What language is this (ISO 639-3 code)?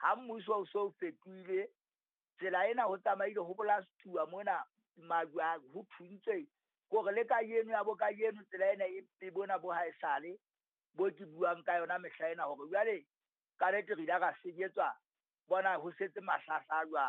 sot